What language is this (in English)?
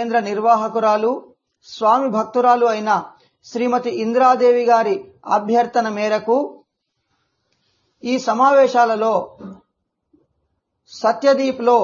Telugu